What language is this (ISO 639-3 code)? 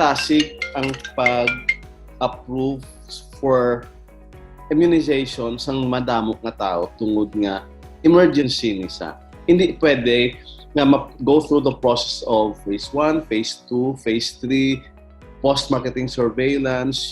hil